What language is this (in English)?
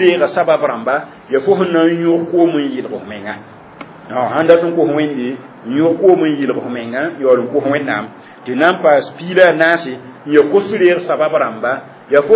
Mossi